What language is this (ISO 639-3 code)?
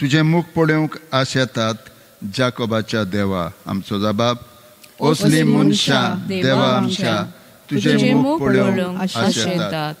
kok